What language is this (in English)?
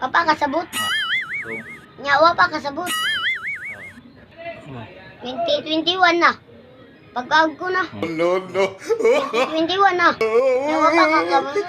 Cebuano